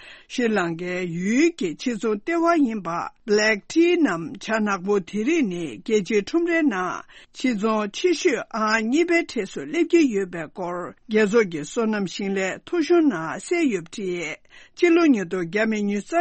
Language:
Tibetan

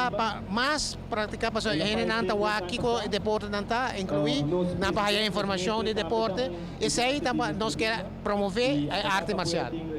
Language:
Papiamento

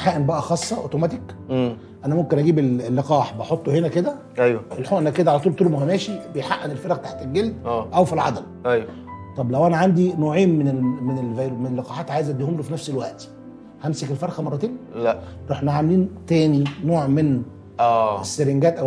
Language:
Egyptian Arabic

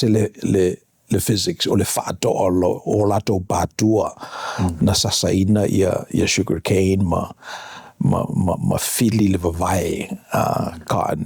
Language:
Samoan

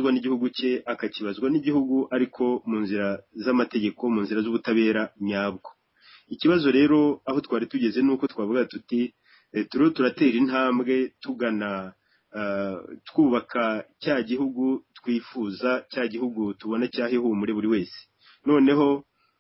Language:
Kinyarwanda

